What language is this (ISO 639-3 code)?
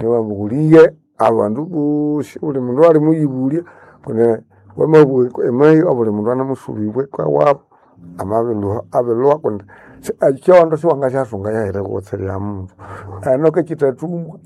nnb